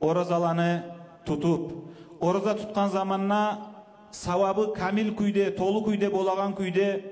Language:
Kumyk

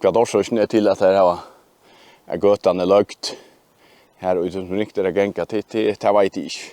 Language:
Faroese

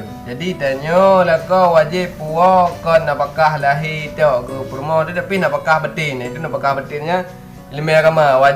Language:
Achinese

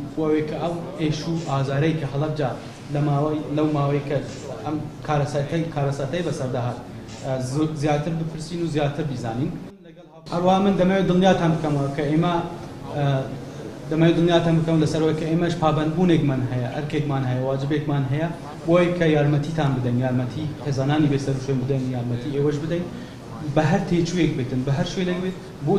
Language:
Central Kurdish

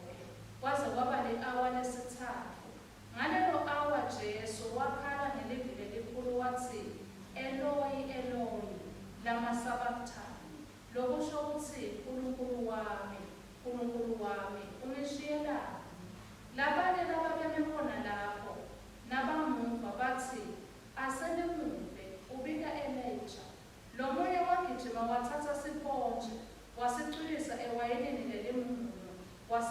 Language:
Swati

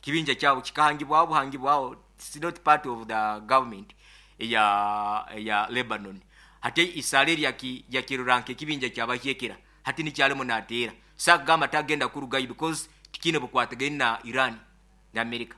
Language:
Nyoro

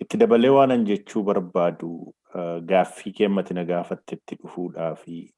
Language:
Oromo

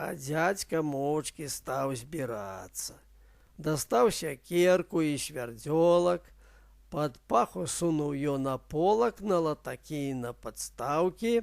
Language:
Belarusian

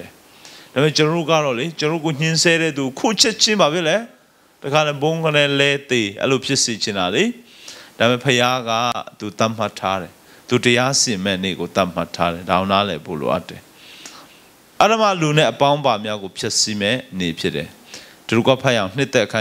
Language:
Burmese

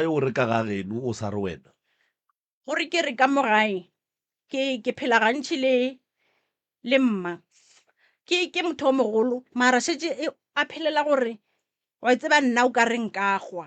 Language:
Northern Sotho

